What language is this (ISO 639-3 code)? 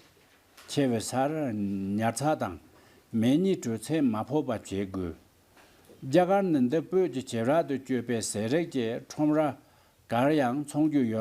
bod